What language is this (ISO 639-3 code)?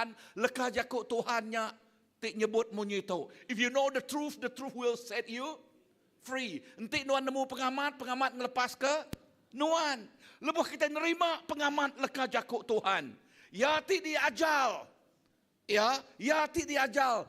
iba